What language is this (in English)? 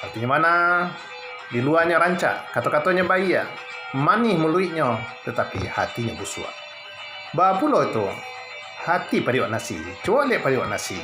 Minangkabau